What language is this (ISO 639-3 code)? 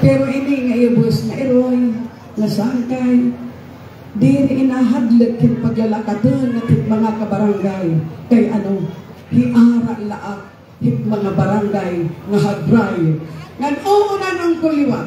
war